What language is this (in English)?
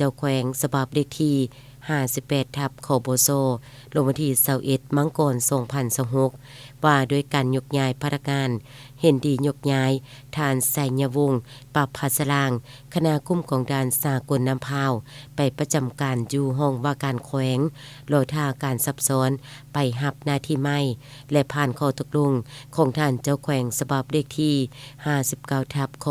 Lao